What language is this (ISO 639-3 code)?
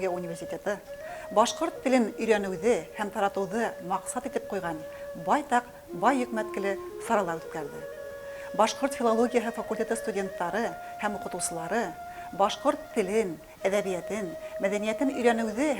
bak